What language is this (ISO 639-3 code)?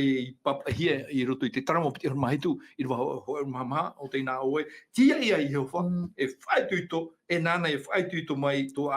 tah